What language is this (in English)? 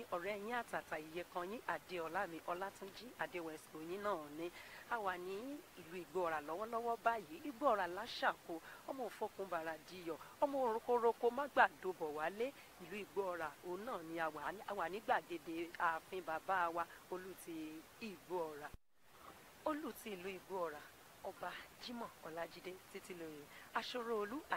Yoruba